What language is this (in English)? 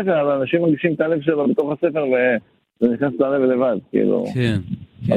Hebrew